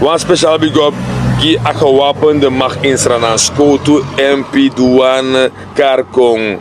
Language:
Sranan Tongo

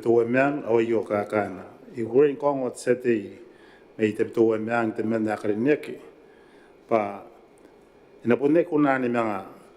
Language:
Gilbertese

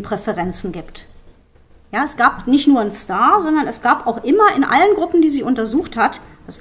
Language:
German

